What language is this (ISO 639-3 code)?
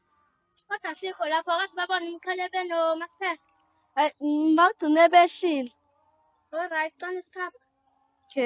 zul